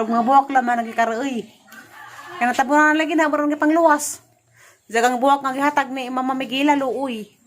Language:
Cebuano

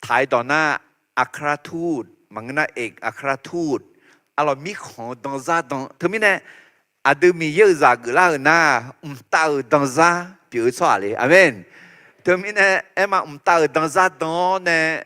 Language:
Akha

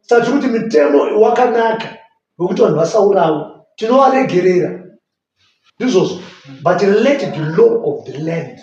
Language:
Shona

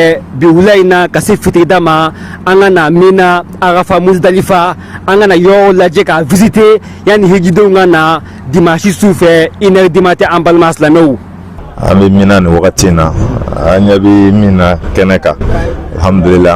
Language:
Bambara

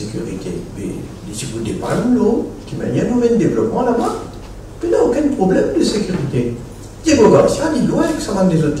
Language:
Morisyen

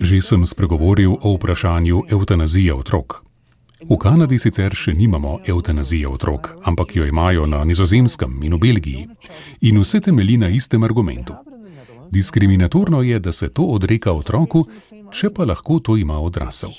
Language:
Slovenian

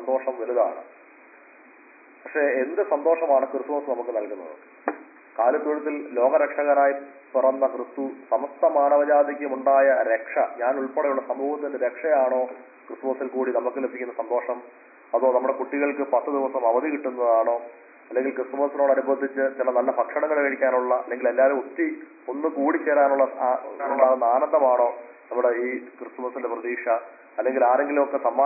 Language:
Malayalam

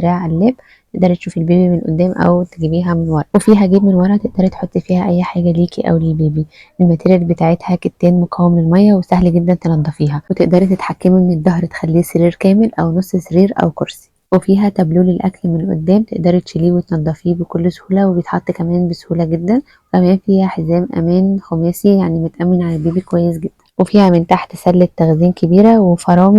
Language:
Egyptian Arabic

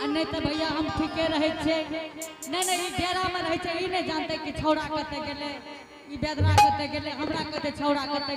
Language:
Angika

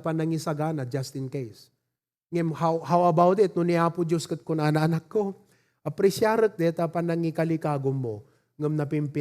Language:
Iloko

